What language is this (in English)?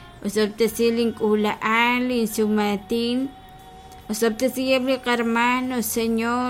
Kekchí